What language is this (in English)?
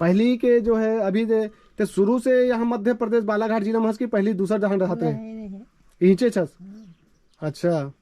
Chhattisgarhi